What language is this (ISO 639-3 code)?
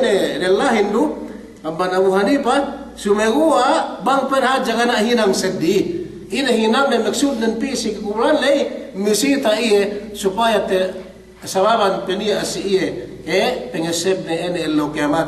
yka